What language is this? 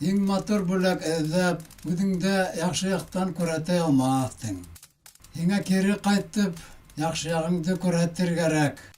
Bashkir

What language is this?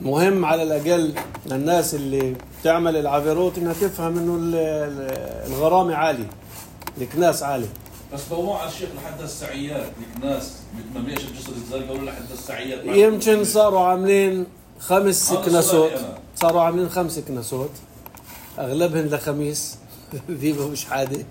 North Levantine Arabic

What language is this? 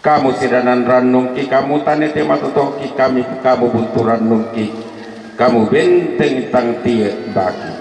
Toraja-Sa'dan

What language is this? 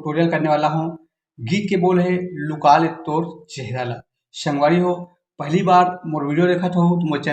Chhattisgarhi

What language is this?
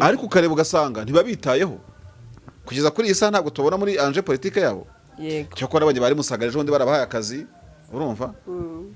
Kinyarwanda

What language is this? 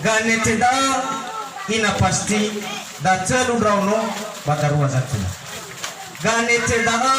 Nias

